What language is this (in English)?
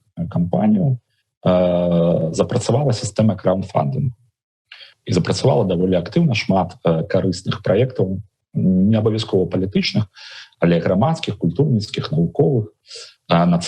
Belarusian